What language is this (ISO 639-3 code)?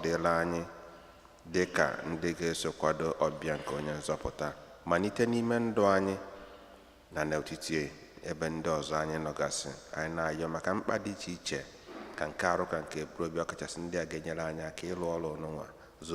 ibo